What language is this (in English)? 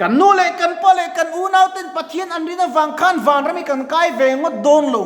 Mizo